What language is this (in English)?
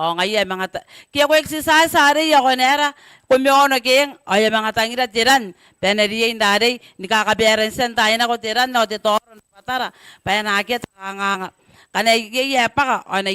Gilbertese